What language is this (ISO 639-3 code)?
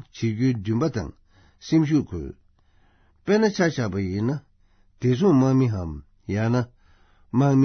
bod